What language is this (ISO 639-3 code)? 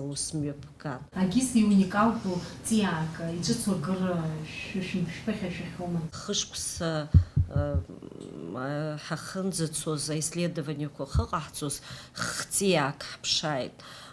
abk